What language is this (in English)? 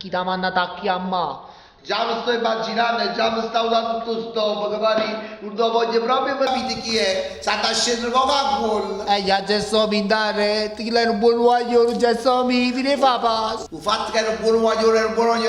Neapolitan